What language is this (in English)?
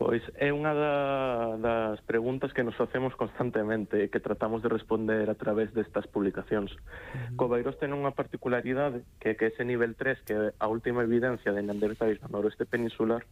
Galician